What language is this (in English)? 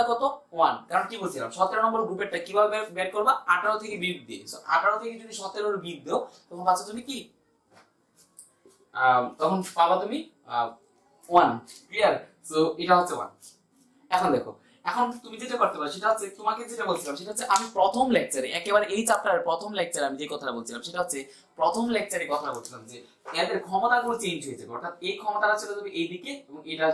Bangla